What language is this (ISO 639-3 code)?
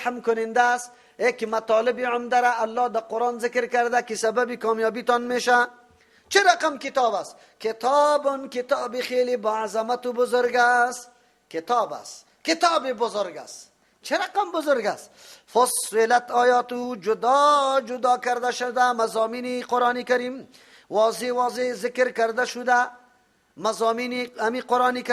fas